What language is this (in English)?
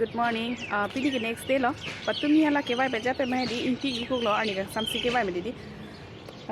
Karbi